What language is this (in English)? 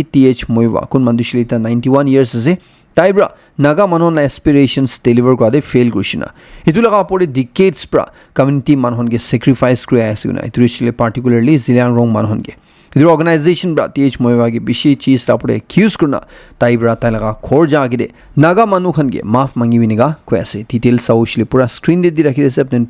Naga Pidgin